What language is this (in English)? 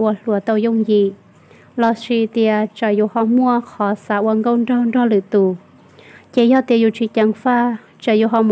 Hmong